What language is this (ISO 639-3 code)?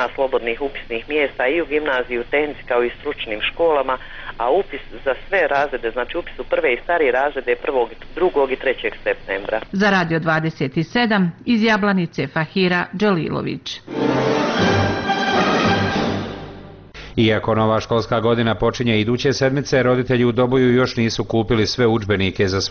bos